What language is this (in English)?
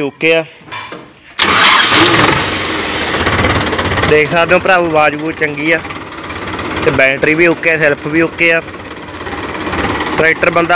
Punjabi